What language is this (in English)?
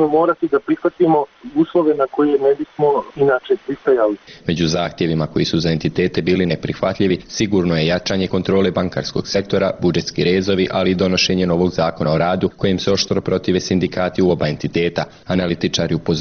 Bosnian